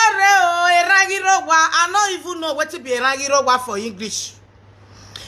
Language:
Nigerian Pidgin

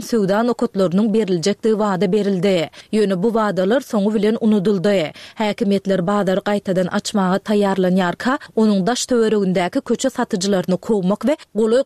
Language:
Turkmen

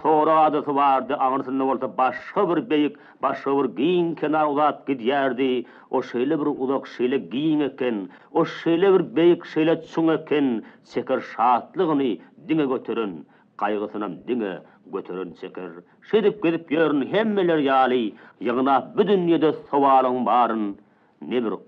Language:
Turkmen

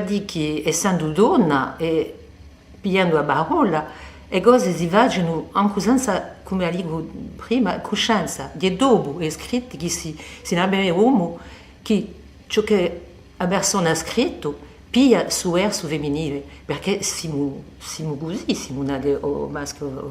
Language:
Corsican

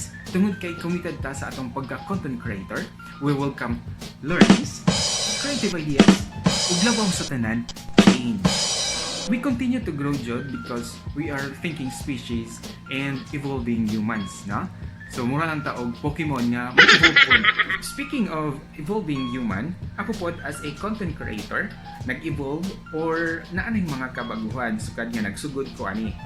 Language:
Cebuano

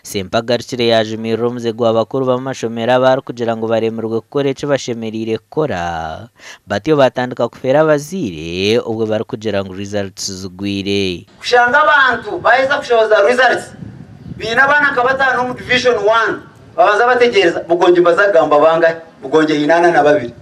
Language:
Nyankole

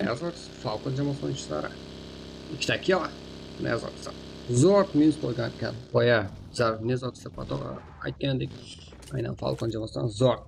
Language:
Kara-Kalpak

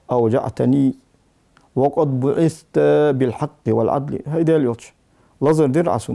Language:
Ingush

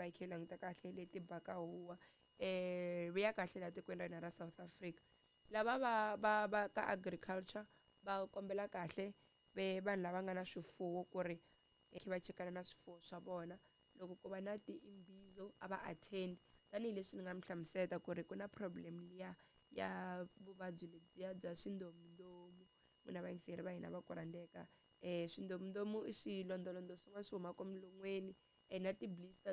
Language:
Tsonga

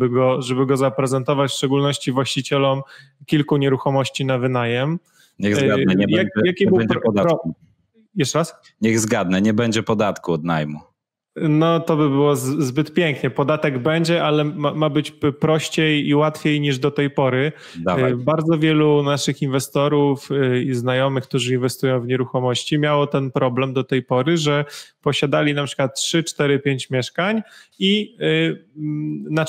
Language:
Polish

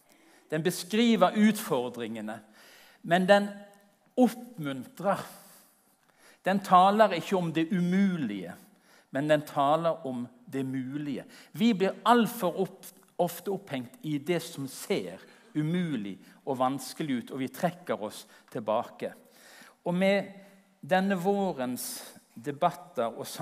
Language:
Norwegian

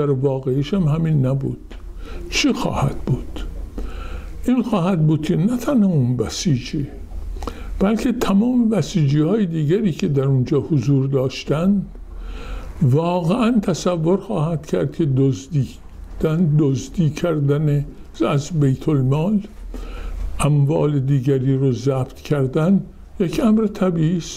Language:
Persian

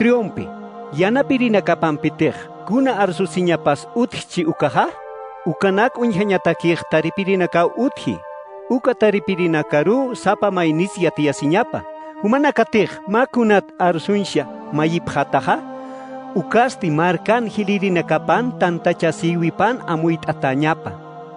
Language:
Aymara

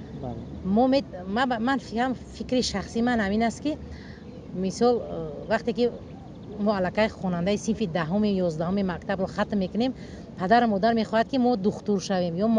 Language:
Tajik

